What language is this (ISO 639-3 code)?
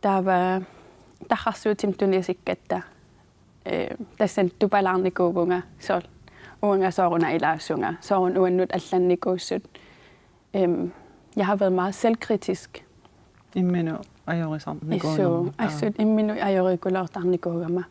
kal